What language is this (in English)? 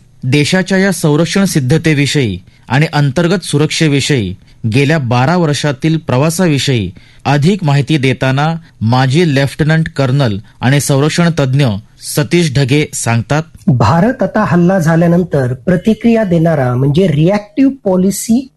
Marathi